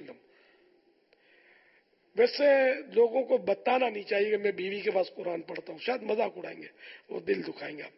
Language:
Urdu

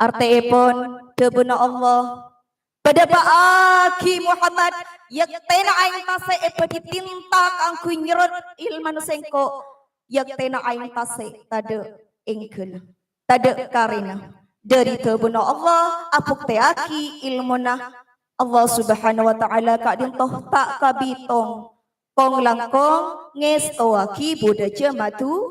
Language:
Madurese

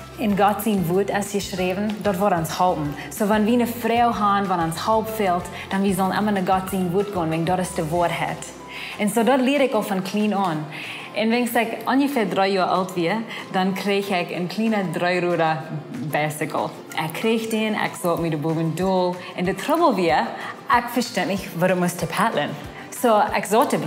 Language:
Plautdietsch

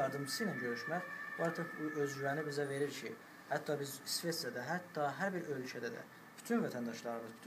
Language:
South Azerbaijani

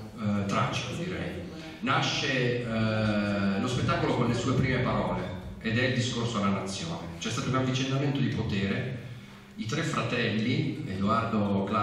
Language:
Italian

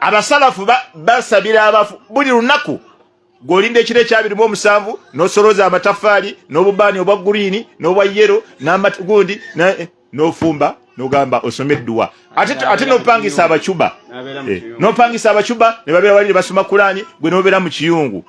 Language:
Ganda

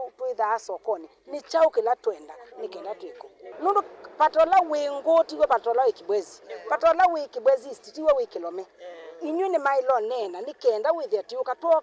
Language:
Kamba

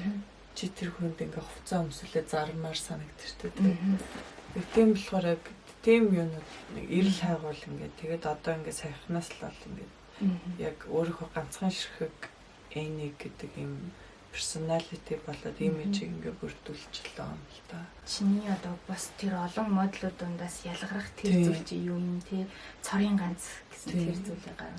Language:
Mongolian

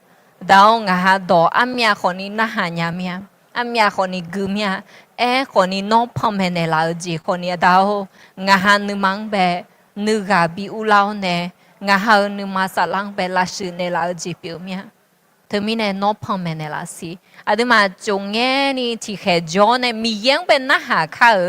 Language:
Akha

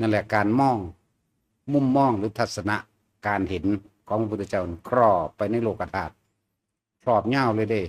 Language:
Northeastern Thai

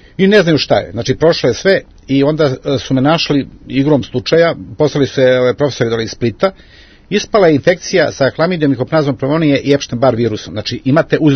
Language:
Serbian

